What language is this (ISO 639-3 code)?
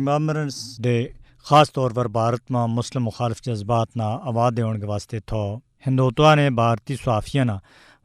gju